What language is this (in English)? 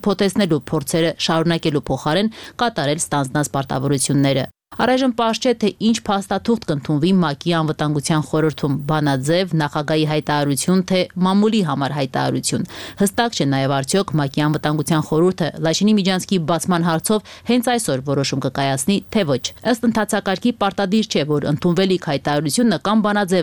Armenian